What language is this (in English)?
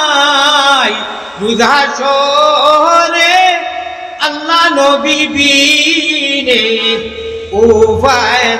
Sylheti